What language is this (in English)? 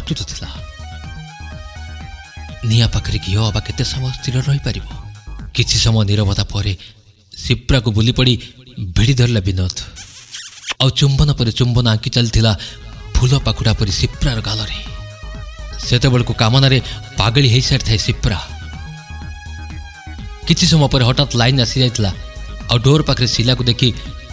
Odia